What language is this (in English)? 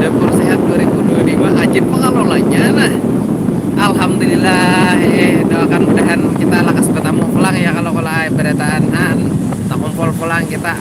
Banjar